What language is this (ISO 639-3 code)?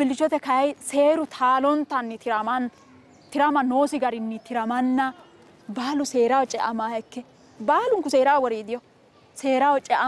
sid